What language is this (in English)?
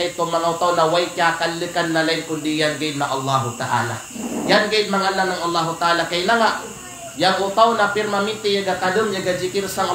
Kalagan